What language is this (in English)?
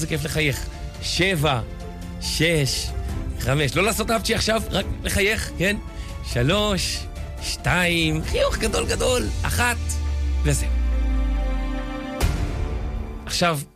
Hebrew